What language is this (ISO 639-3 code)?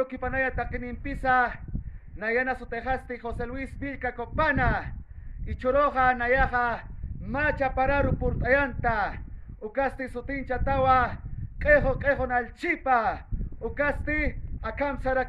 aym